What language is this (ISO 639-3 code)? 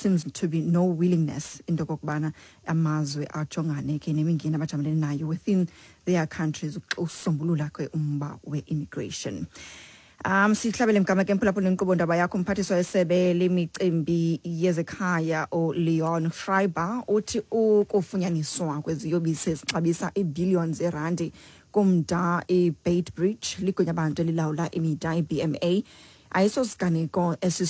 xho